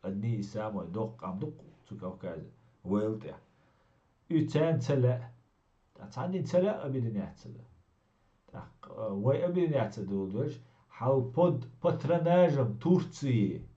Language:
Chechen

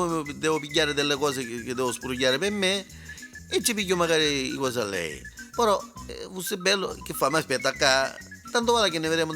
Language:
Neapolitan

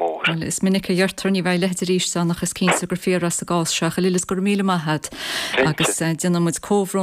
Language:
Irish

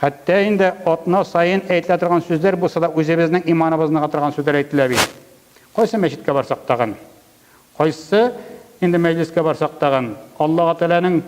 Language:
Tatar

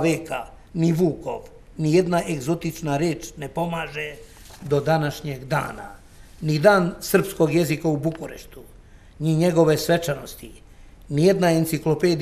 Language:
Serbian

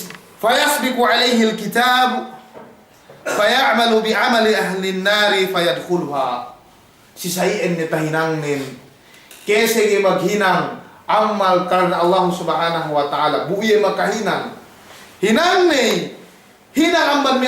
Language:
Yakan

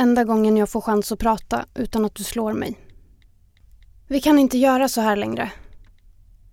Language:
Swedish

